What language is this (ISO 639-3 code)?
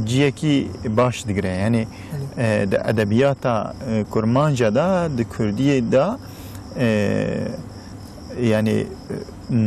kur